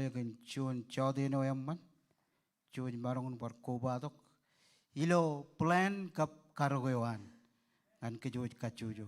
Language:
Marshallese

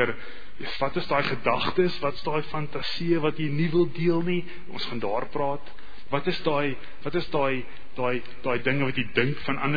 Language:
Afrikaans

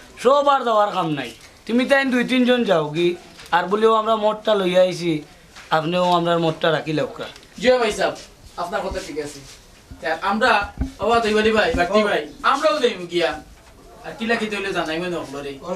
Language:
Sylheti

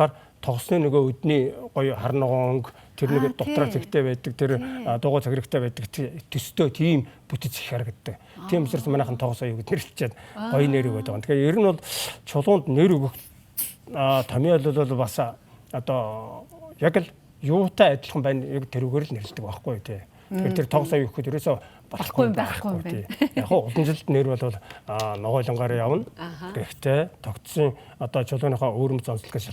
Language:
Mongolian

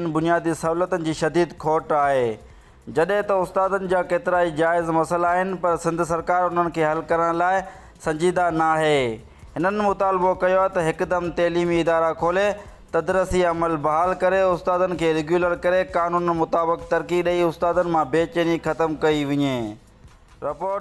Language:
Sindhi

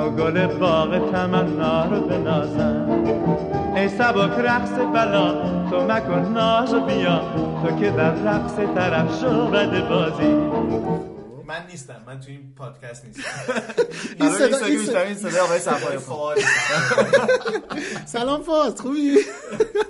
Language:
Persian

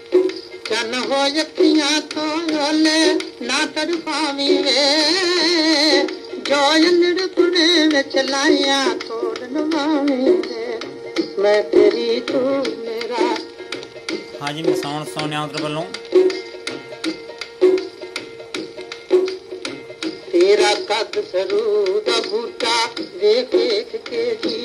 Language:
Punjabi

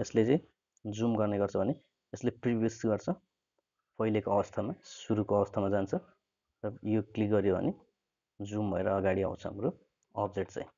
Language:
Nepali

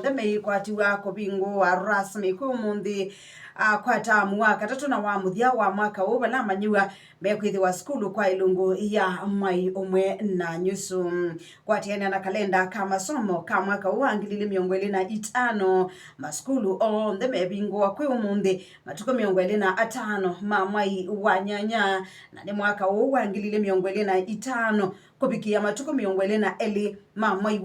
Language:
Kamba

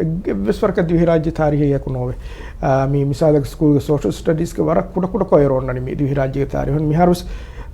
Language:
Divehi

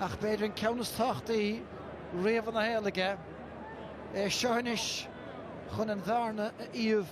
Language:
Irish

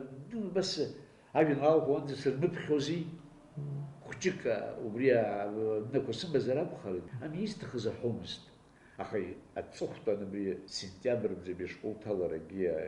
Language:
Abkhazian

